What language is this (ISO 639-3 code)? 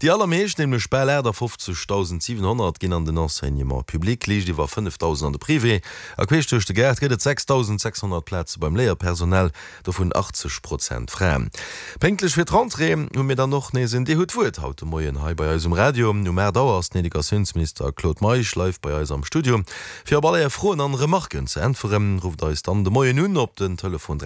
ltz